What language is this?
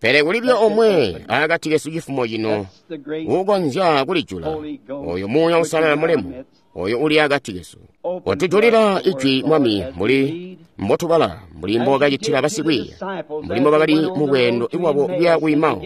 Tonga (Zambia)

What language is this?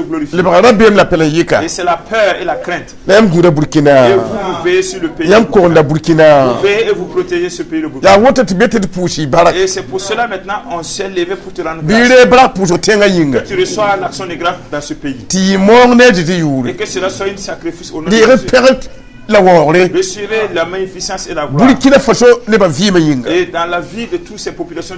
Mossi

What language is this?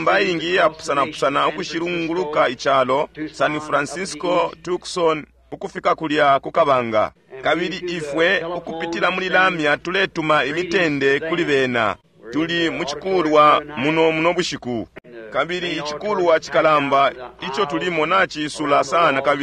Bemba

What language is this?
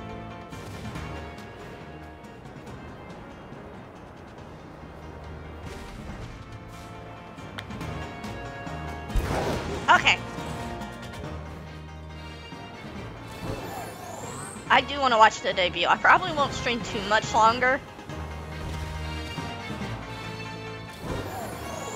English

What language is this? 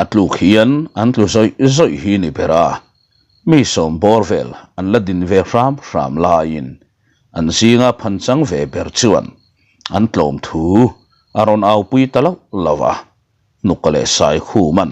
Mizo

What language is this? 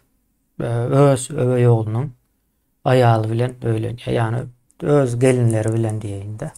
Turkmen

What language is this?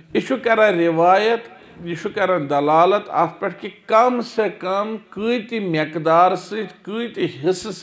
Kashmiri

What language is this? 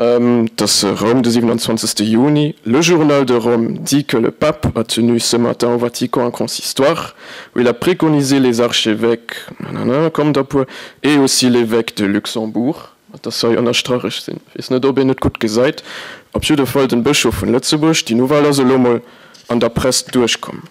Luxembourgish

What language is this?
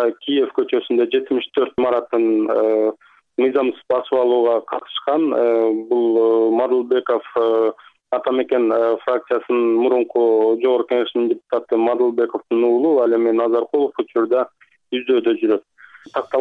Kyrgyz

